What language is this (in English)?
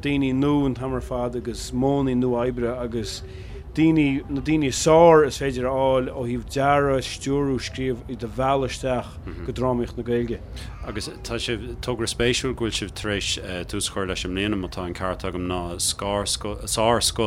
Irish